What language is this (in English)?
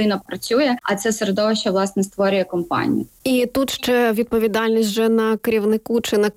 Ukrainian